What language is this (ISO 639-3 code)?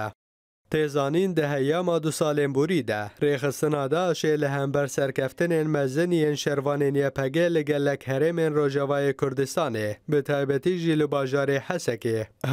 kur